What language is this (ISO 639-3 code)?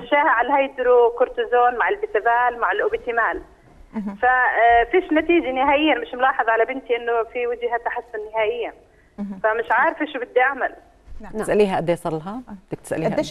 ajp